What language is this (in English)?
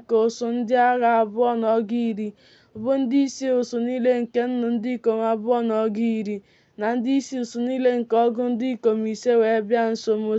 Igbo